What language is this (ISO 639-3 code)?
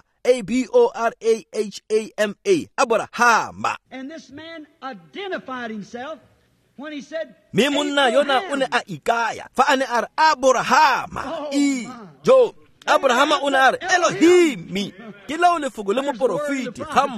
tsn